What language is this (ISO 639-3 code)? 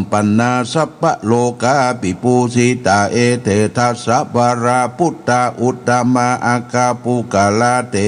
pli